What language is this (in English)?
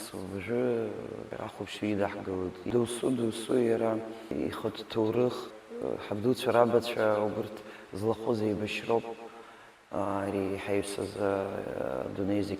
Abkhazian